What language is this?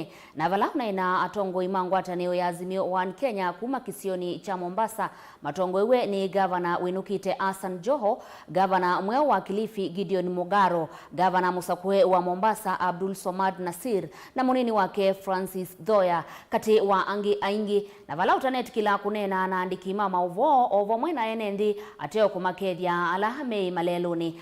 Kamba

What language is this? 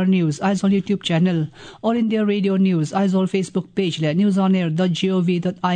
Mizo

